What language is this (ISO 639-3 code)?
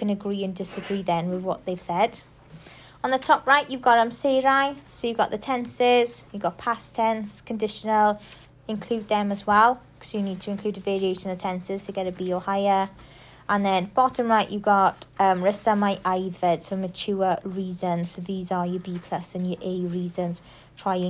eng